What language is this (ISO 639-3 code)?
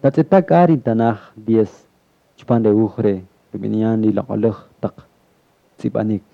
cak